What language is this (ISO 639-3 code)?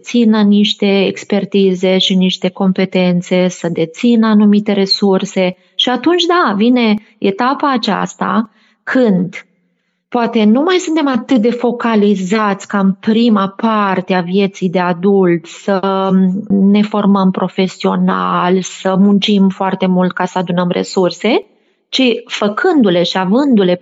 ron